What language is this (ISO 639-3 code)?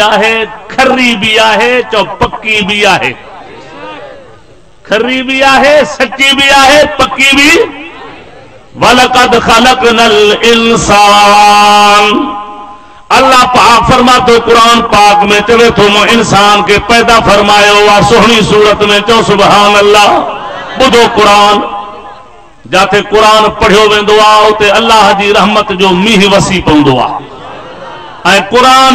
snd